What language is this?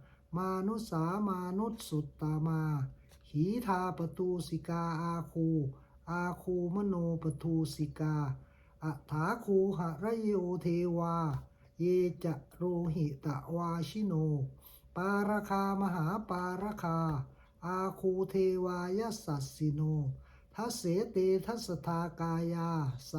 Pali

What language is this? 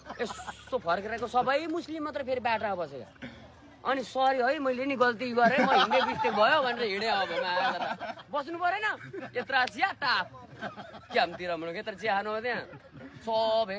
Nepali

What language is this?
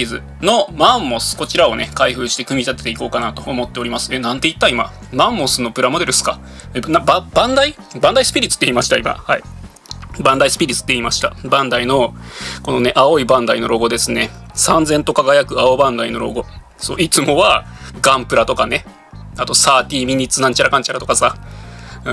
Japanese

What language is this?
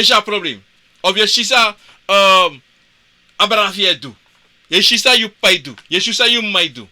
Sranan Tongo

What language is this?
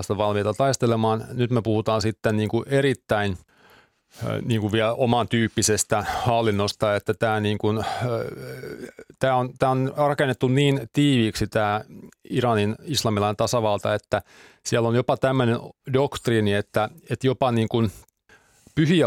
Finnish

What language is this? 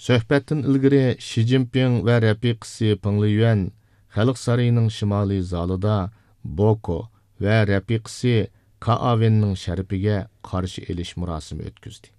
Uyghur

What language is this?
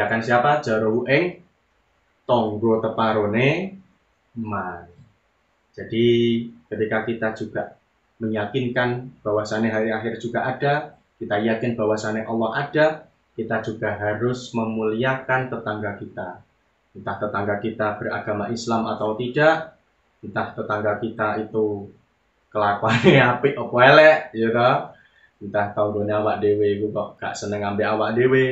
Javanese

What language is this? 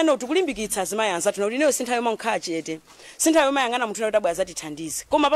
Nyanja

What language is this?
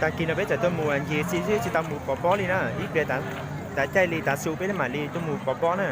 Hmong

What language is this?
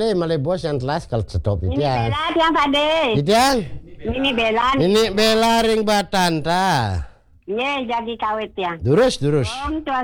Balinese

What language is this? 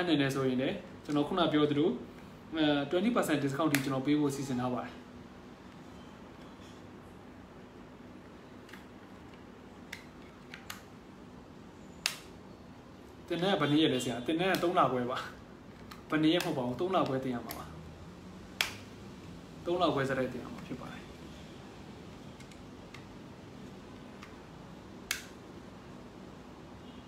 Burmese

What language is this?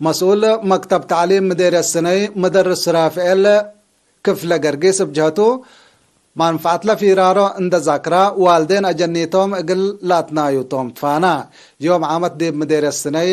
Tigre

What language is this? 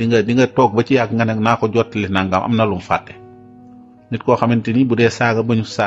Wolof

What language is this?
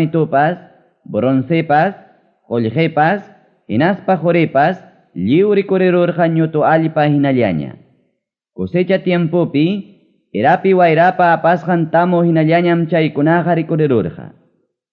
Ayacucho Quechua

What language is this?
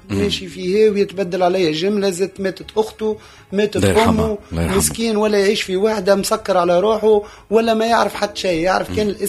Tunisian Arabic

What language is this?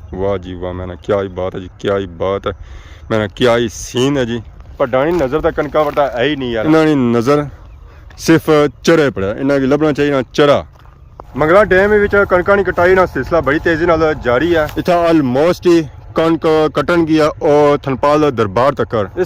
Pahari-Potwari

